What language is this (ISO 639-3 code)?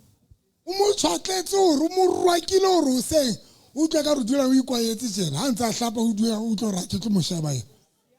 sot